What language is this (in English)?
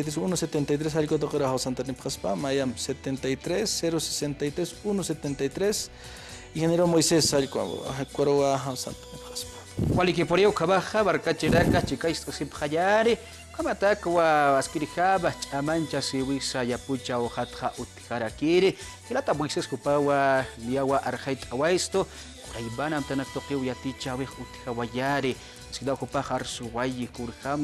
Aymara